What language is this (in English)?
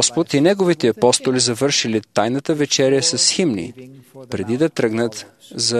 Bulgarian